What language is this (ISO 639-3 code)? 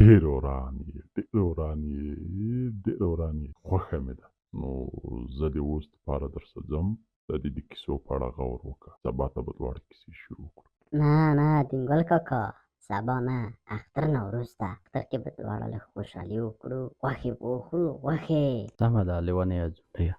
pus